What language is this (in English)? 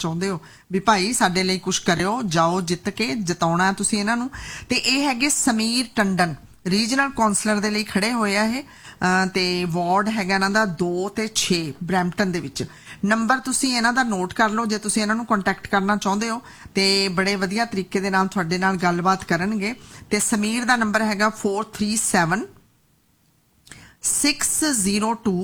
Punjabi